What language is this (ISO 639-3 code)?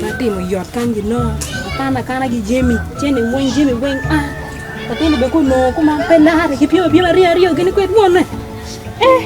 ach